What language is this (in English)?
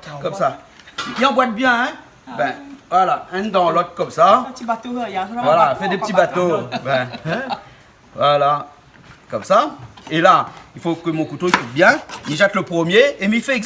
Réunion Creole French